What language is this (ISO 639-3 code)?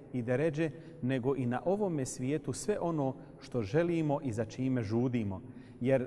bos